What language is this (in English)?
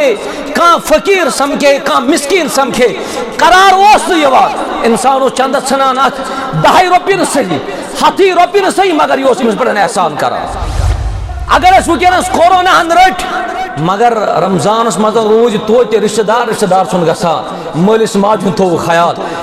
Kashmiri